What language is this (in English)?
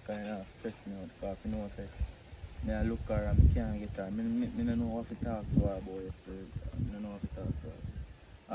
Jamaican Creole English